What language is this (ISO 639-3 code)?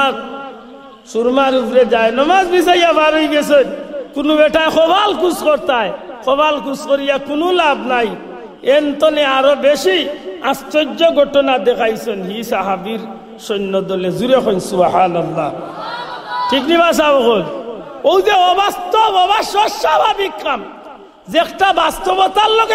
syl